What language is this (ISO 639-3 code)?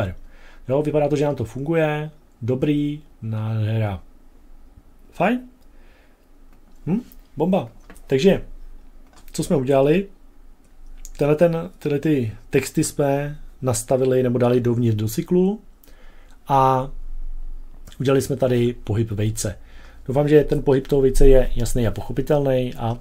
ces